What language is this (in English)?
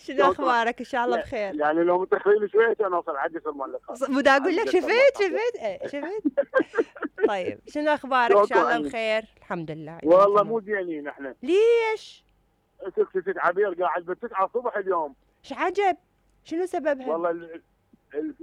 Mesopotamian Arabic